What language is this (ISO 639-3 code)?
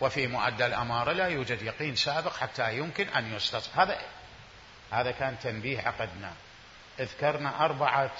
acm